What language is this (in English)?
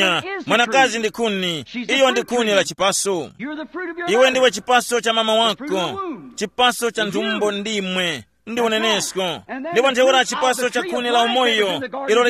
Tumbuka